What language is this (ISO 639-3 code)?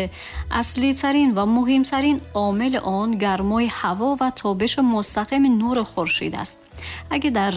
tgk